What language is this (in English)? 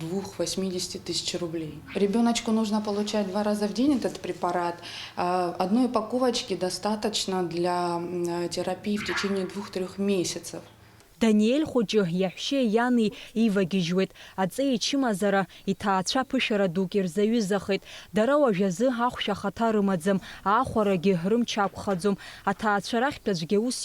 Abkhazian